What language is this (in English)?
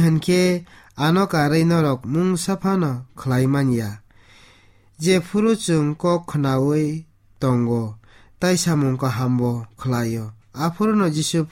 Kok Borok